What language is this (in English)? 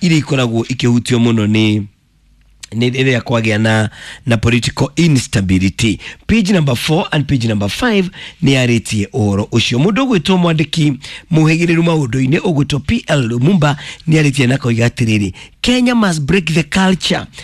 Kikuyu